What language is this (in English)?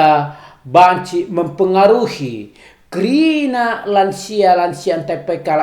Batak Karo